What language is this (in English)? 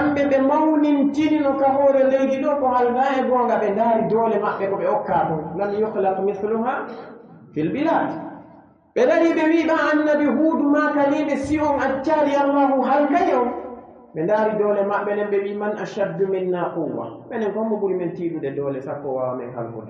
Pular